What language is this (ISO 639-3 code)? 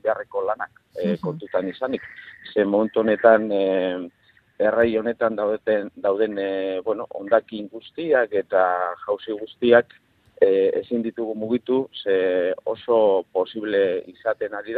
eus